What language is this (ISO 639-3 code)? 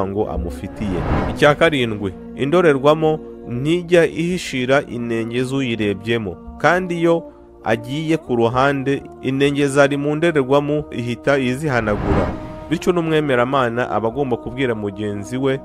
kin